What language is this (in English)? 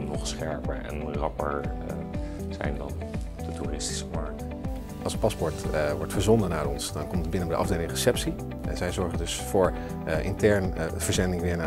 Dutch